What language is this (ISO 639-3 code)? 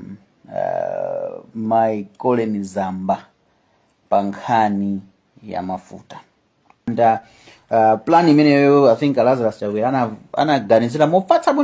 nya